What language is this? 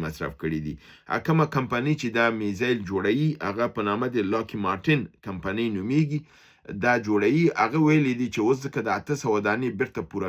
Pashto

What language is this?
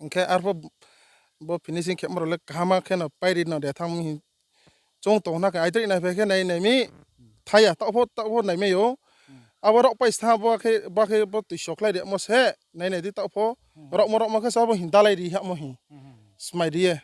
Riang (India)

